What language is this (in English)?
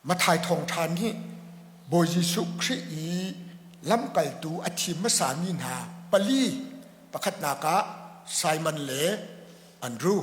Hakha Chin